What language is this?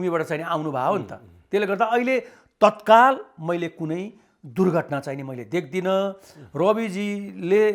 Nepali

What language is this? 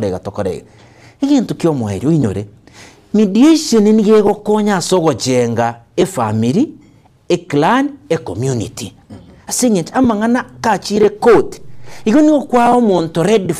Gusii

